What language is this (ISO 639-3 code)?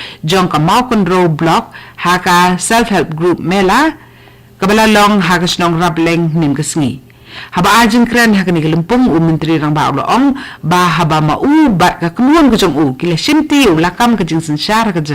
kha